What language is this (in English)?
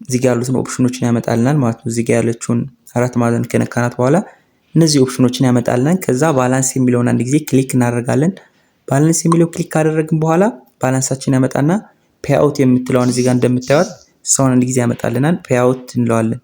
Amharic